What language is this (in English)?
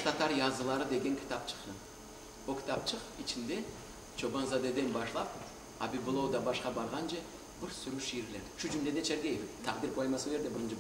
Crimean Tatar